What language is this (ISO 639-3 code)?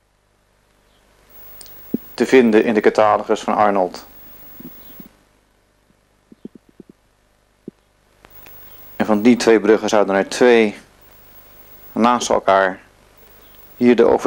nld